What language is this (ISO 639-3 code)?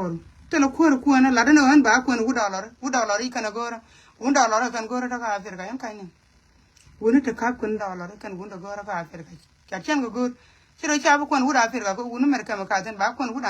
nus